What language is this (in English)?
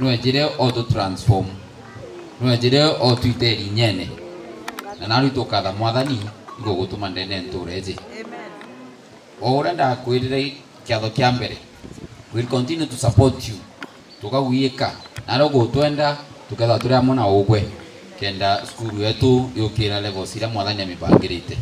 Meru